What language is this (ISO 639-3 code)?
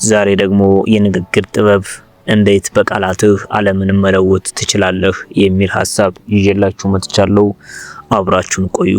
amh